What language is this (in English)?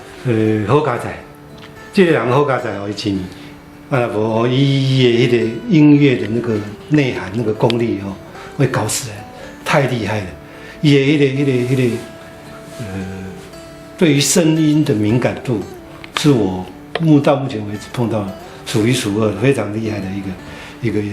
Min Nan Chinese